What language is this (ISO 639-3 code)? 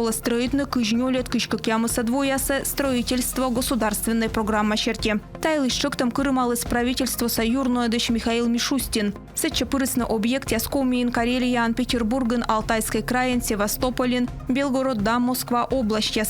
kom